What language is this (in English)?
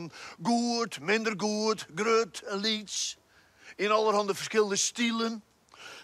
Western Frisian